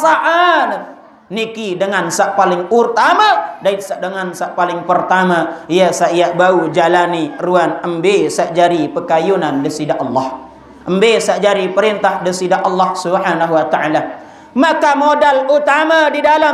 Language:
Sasak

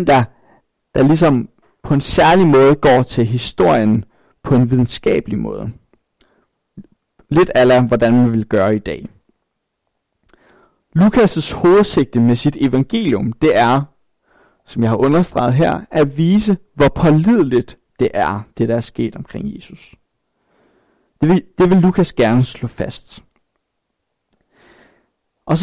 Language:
Danish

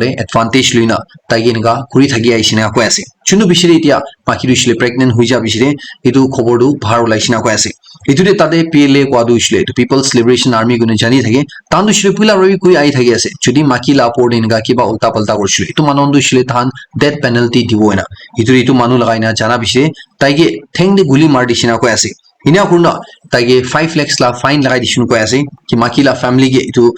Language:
Naga Pidgin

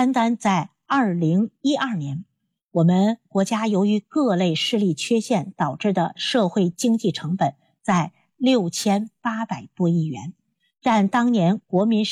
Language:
Chinese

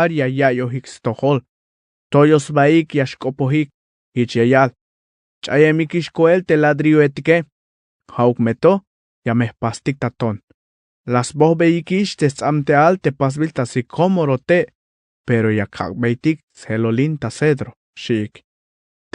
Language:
Tzeltal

